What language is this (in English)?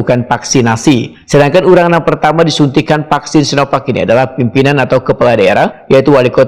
Banjar